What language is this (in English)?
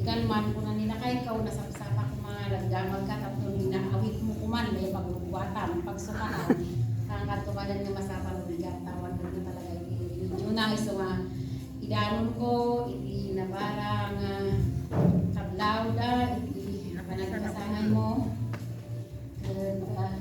Iloko